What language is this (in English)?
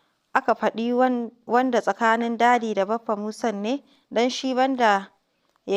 Hausa